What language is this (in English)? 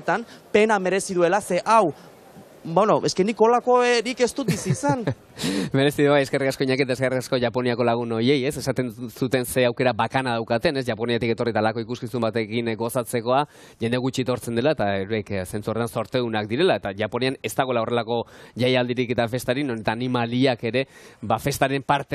Basque